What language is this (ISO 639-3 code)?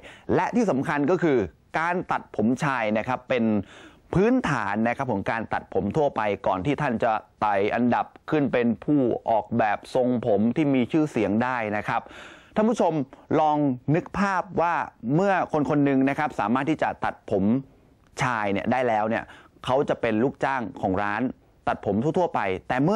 tha